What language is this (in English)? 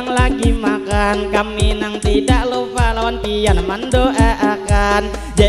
Banjar